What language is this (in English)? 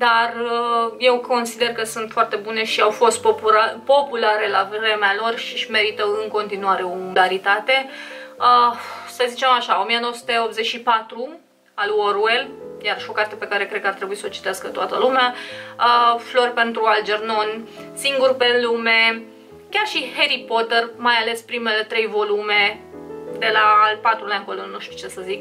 Romanian